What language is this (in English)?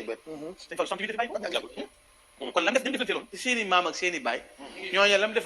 Wolof